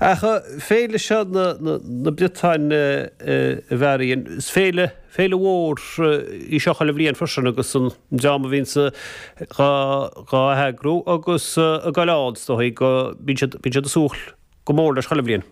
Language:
Irish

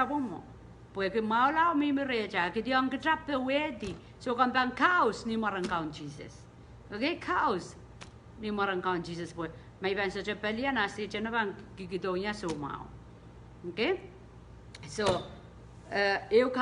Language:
Pohnpeian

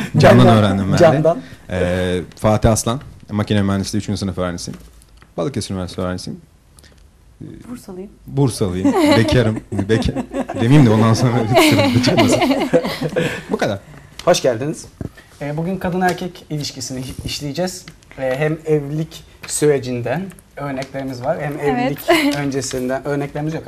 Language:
Turkish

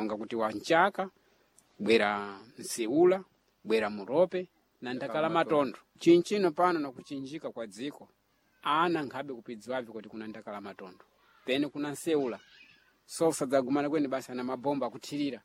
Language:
Sena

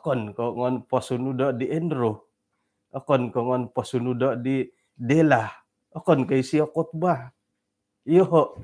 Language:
Central Dusun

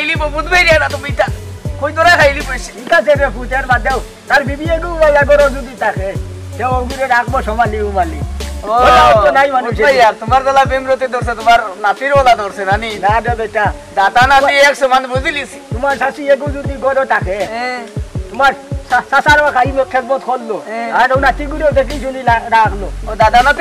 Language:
Sylheti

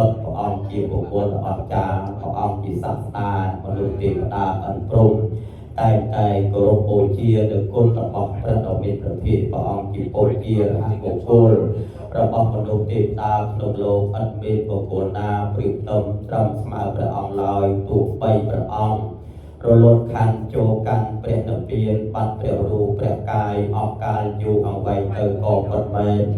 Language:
Khmer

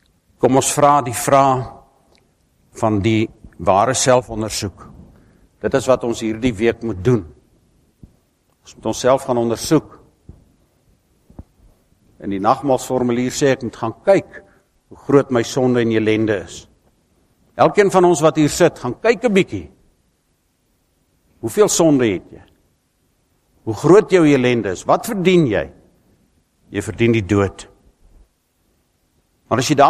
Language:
Afrikaans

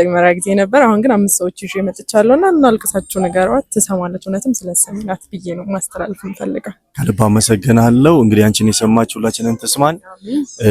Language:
Amharic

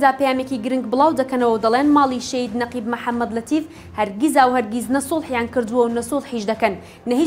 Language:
Central Kurdish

